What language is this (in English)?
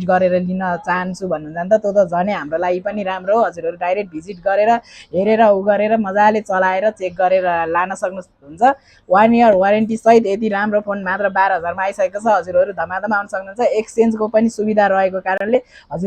Nepali